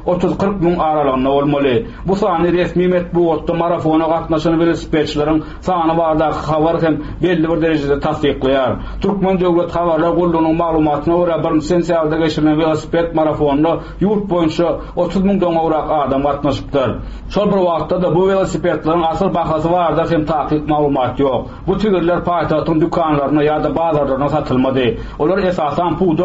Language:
Turkmen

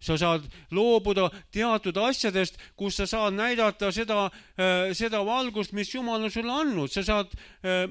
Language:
Estonian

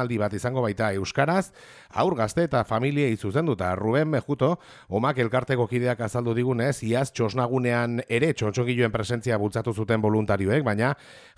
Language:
Basque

